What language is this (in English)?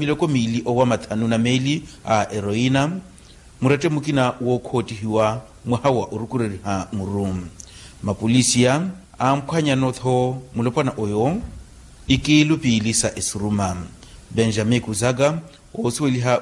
Makhuwa